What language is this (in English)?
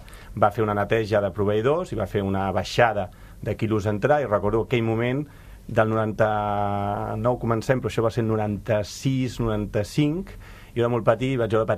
Catalan